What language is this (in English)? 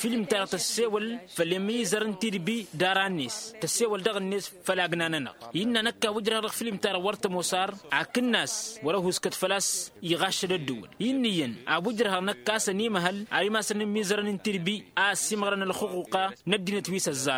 Tamasheq